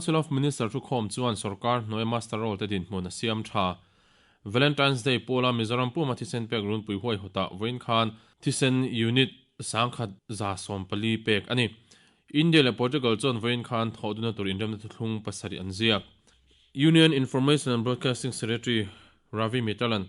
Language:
Mizo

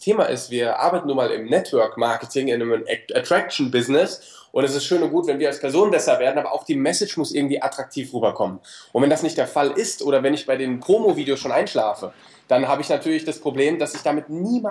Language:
German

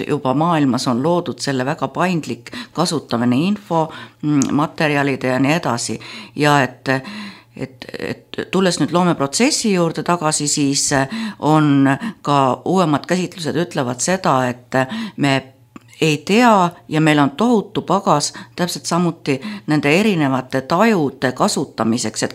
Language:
Estonian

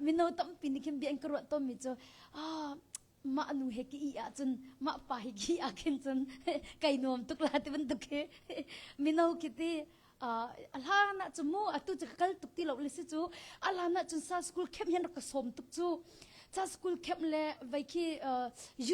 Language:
Hakha Chin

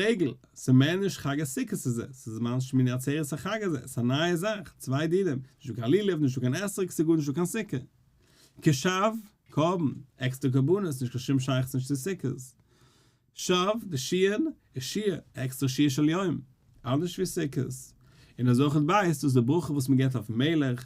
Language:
Yiddish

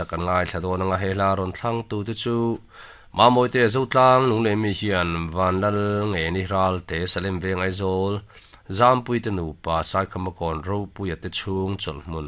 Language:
Mizo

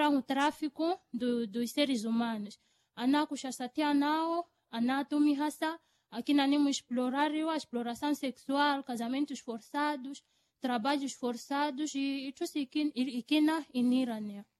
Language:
Swahili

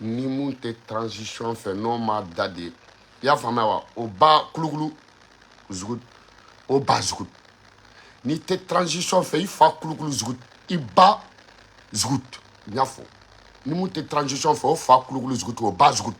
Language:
Bambara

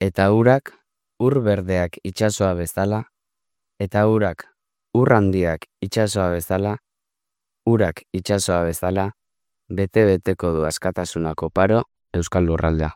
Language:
Basque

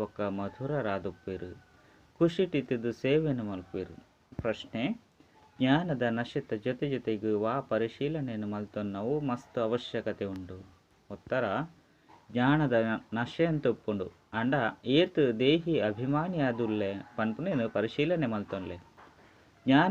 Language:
Tulu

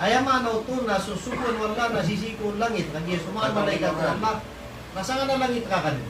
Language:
Maranao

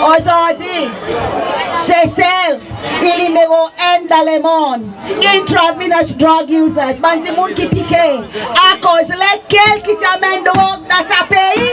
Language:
Seselwa Creole French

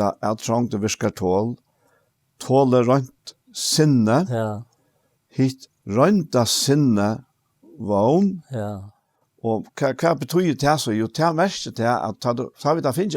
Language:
Faroese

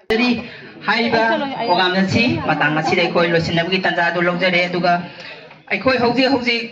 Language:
Manipuri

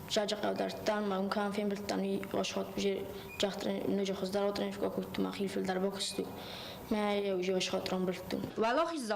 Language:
Ossetic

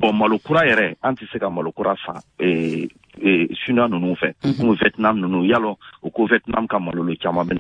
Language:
Bambara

